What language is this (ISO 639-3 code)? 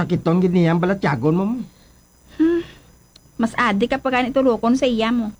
hil